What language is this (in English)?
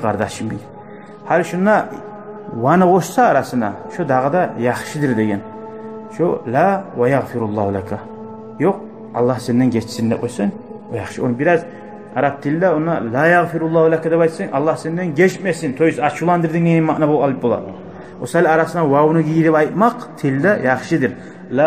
Kumyk